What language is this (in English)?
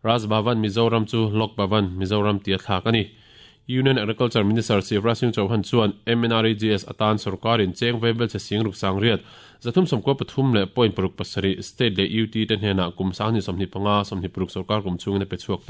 Mizo